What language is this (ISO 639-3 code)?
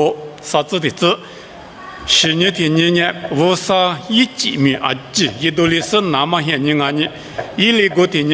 lis